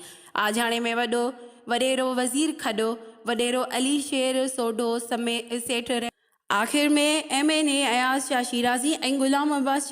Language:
Sindhi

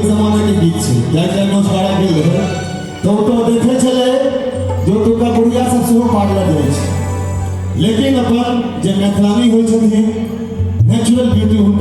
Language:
Maithili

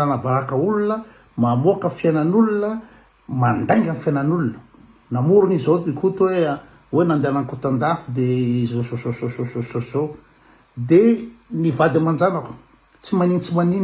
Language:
Malagasy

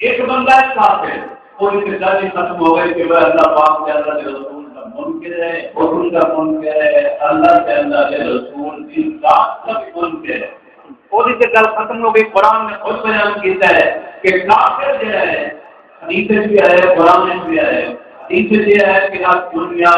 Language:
Saraiki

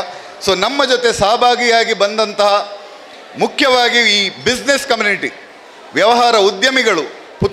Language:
Kannada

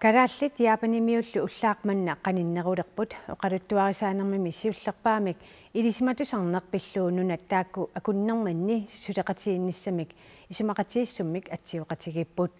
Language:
Kalaallisut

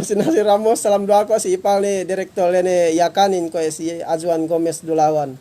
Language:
Yakan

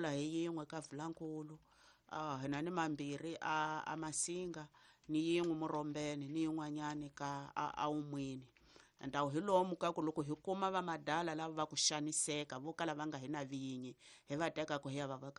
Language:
Tsonga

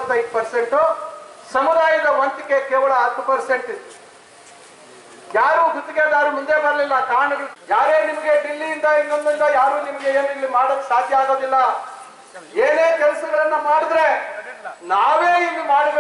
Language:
Kannada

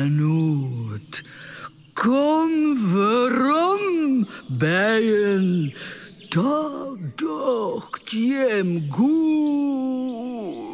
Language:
Western Frisian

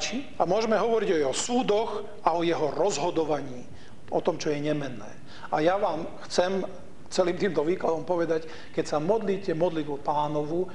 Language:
Slovak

